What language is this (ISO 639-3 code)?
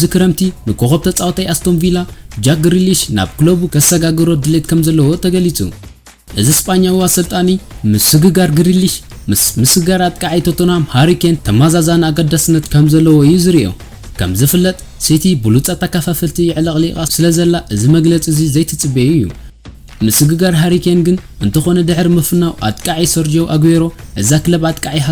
tir